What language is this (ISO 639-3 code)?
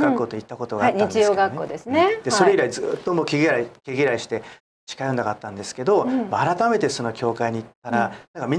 jpn